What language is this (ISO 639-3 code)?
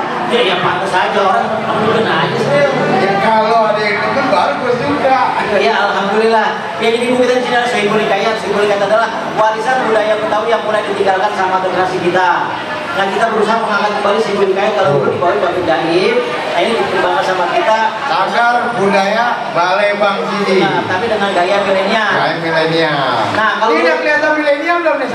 bew